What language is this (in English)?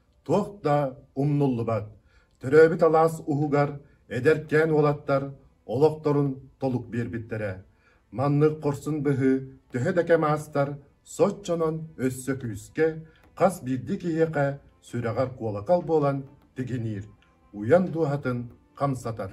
Yakut